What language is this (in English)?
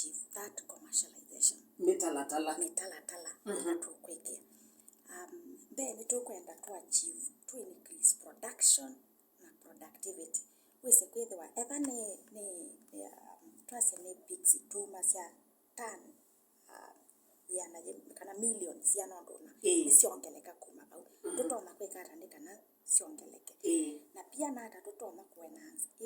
Kamba